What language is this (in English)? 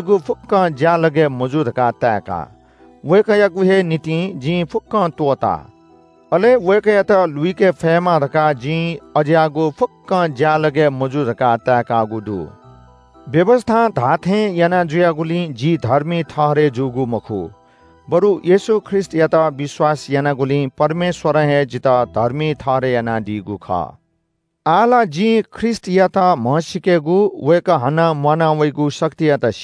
Newari